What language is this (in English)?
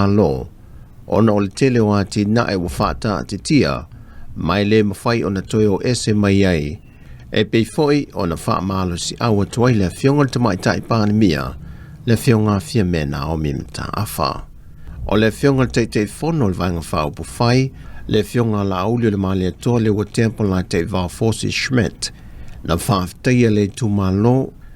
Samoan